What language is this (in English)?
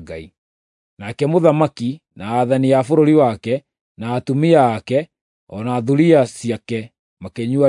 Kikuyu